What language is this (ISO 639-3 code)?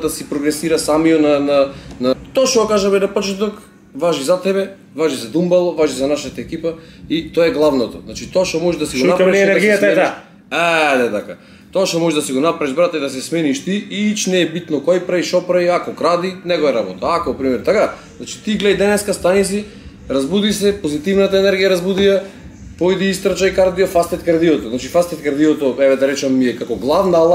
mkd